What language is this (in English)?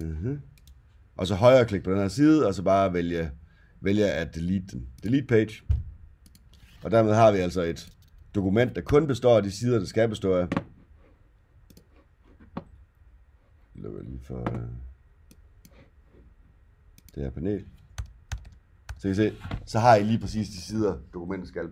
Danish